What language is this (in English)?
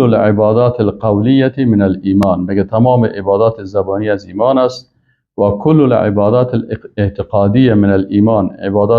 Persian